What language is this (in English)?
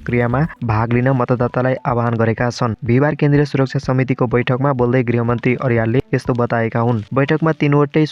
Nepali